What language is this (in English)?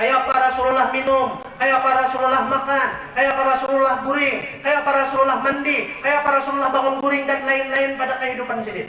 Banjar